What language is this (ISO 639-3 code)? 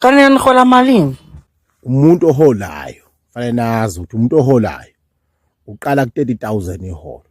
zul